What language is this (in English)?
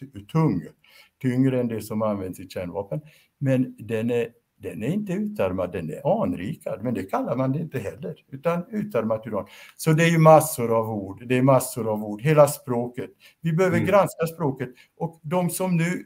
Swedish